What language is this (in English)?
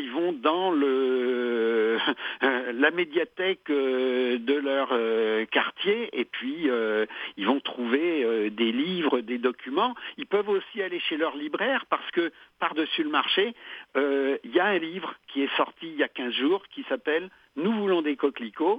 French